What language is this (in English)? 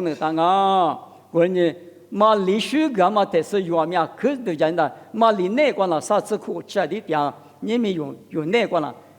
Lisu